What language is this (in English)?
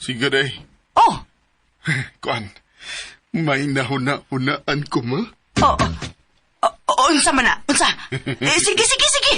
Cebuano